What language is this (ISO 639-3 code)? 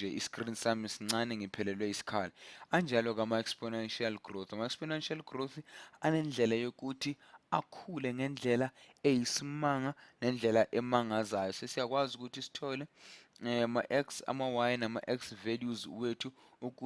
zul